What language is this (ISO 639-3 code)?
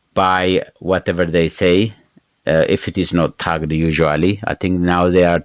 eng